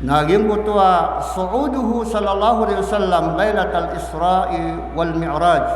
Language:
Maranao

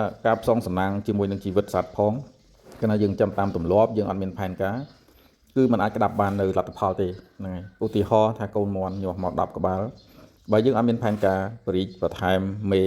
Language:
Khmer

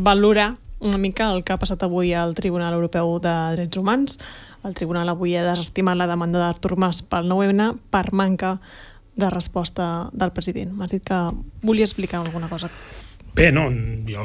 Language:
Catalan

